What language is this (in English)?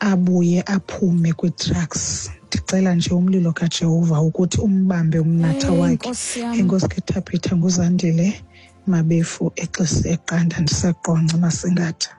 Xhosa